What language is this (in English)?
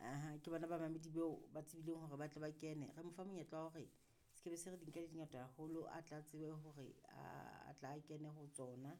Southern Sotho